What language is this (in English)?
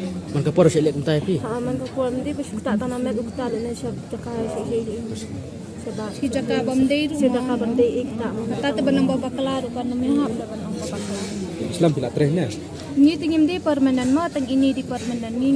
Khasi